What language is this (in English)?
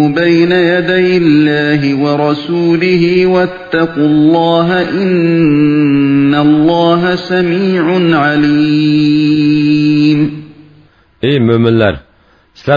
Uyghur